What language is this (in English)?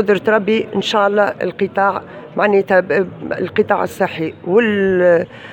Tunisian Arabic